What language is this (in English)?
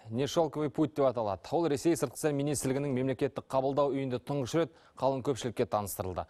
Kazakh